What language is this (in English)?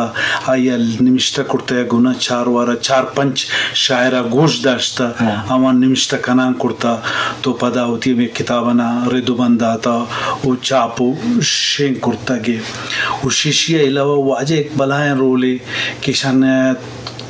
Eastern Balochi